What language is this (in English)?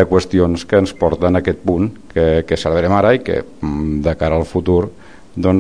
Catalan